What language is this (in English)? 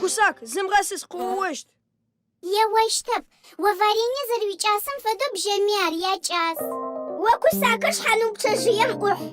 Adyghe